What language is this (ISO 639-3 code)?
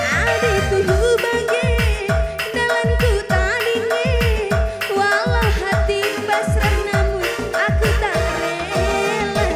btx